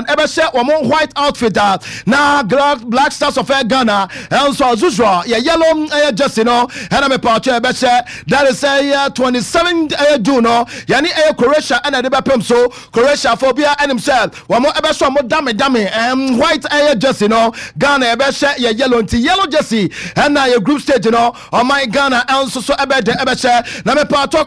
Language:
Akan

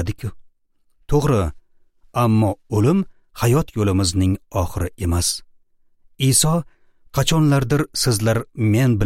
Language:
Uzbek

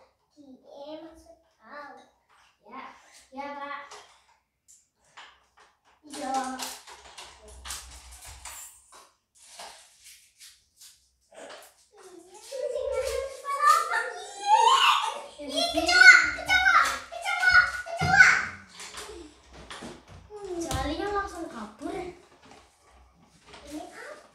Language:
Indonesian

